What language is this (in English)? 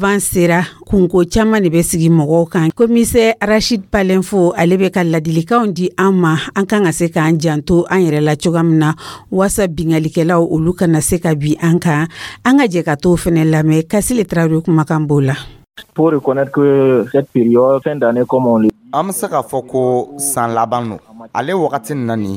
Dyula